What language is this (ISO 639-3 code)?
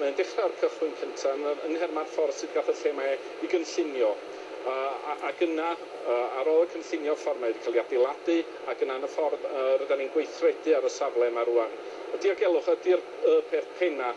cym